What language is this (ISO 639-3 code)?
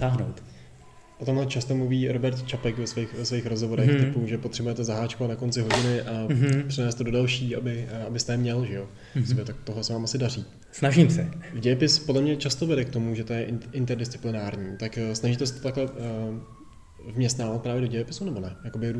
ces